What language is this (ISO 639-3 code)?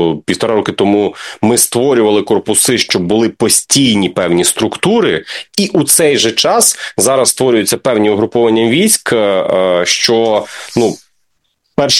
ukr